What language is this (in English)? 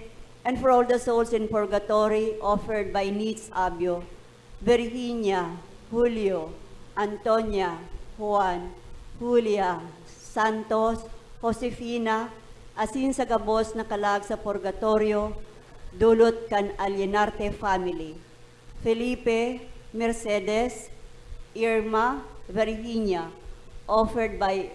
Bikol